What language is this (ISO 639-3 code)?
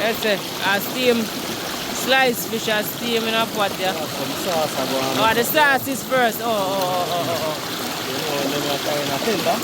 jam